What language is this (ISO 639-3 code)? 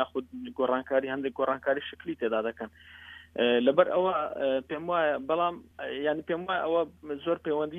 ckb